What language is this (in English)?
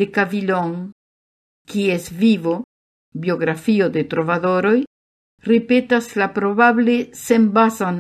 Esperanto